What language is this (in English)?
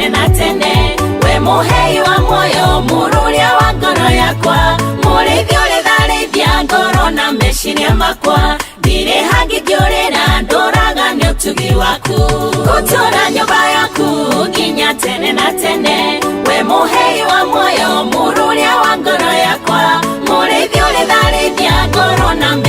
Kikuyu